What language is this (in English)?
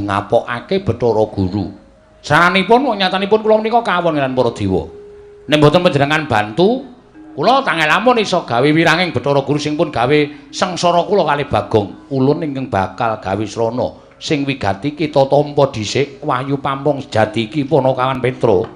Javanese